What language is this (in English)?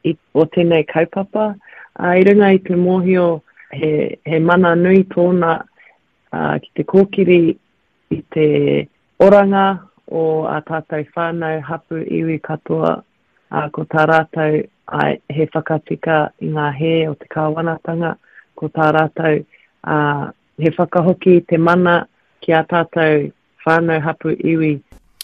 Māori